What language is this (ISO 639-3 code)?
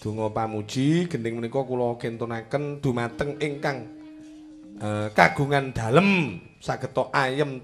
jav